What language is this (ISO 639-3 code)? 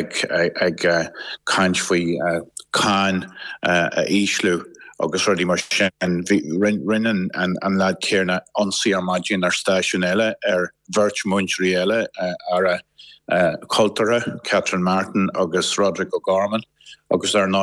gle